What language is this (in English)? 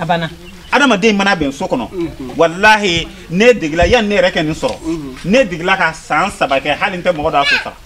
Bambara